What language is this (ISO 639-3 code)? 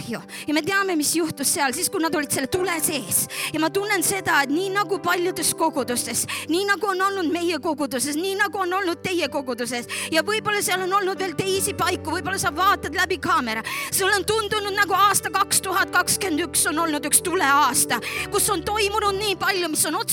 est